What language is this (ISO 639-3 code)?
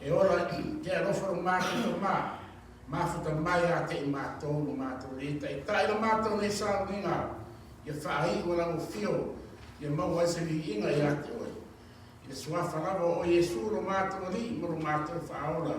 smo